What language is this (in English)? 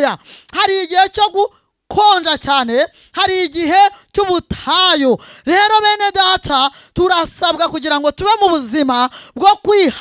Kinyarwanda